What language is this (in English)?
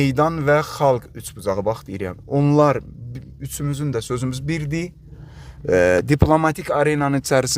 Azerbaijani